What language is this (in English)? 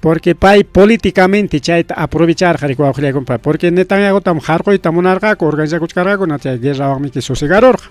Ayacucho Quechua